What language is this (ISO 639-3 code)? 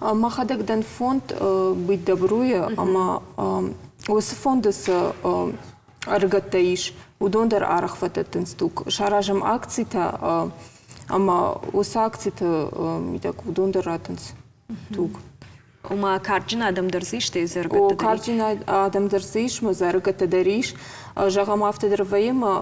oss